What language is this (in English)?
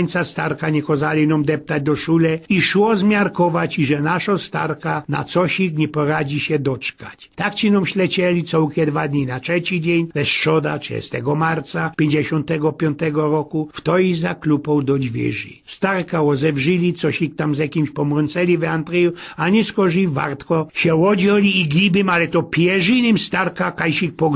Silesian